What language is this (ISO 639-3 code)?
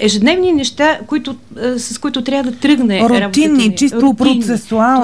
bul